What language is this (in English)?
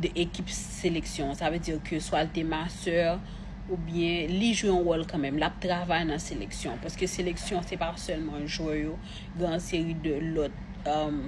Haitian Creole